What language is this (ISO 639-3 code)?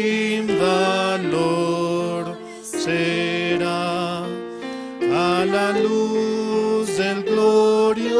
aym